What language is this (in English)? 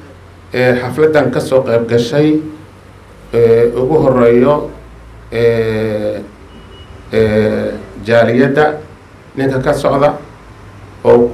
Somali